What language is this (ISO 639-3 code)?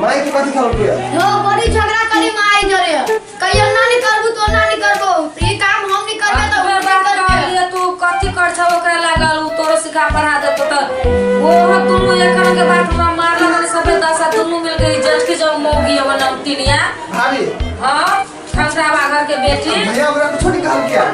mai